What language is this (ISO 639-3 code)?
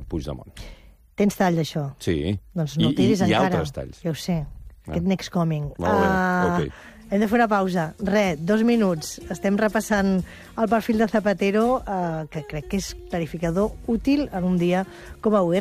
cat